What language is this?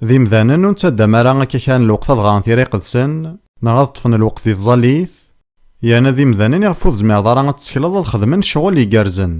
Kabyle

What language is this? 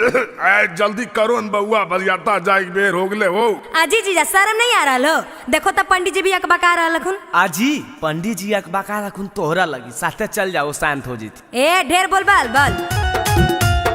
Magahi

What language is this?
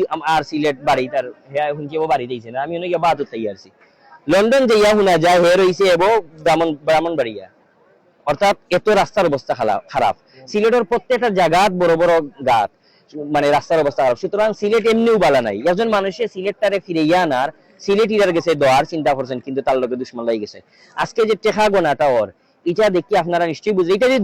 Sylheti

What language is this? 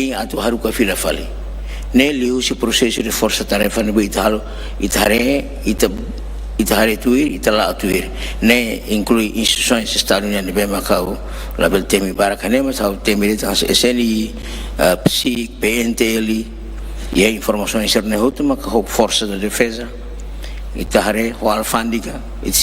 Tetum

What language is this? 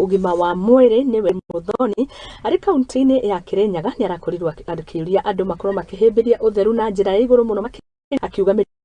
Kikuyu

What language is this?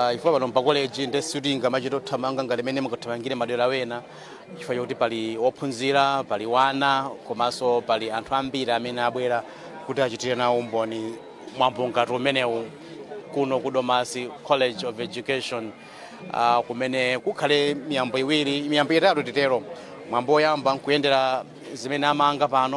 Nyanja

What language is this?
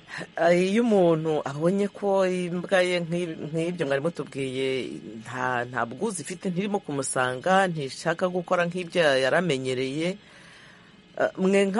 Kinyarwanda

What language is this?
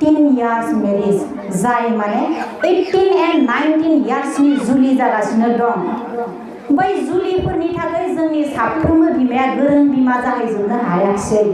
Bodo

